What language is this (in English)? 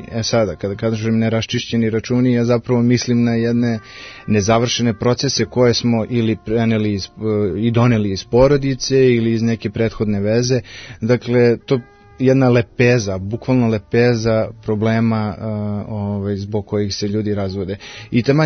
Serbian